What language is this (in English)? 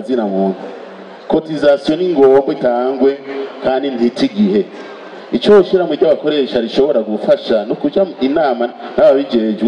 Rundi